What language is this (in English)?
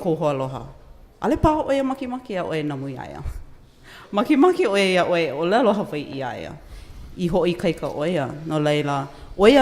Hawaiian